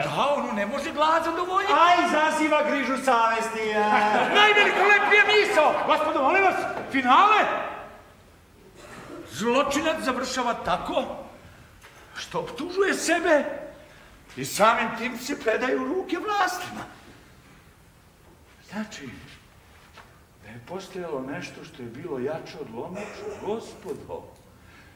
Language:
Serbian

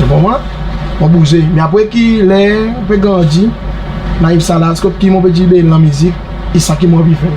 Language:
Seselwa Creole French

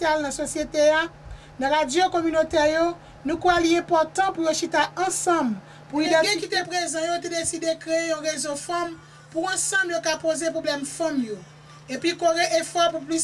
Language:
Haitian Creole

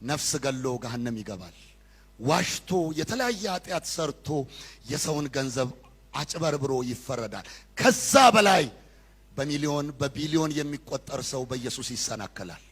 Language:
Amharic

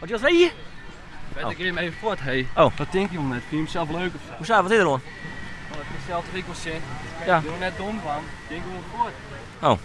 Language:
Western Frisian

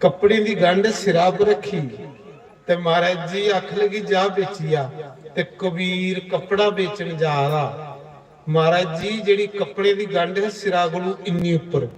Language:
Dogri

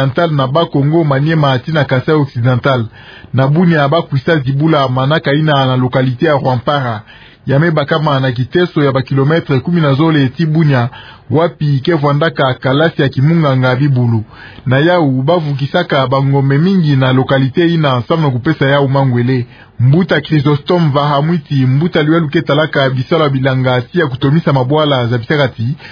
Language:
Kituba (Democratic Republic of Congo)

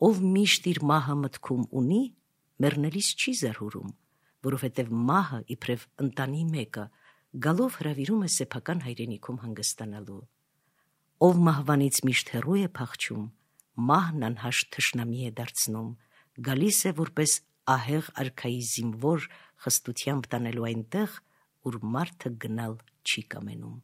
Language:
Armenian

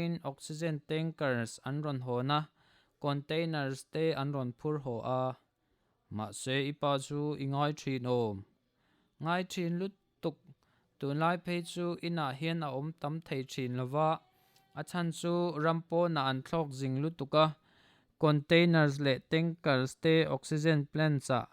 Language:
Mizo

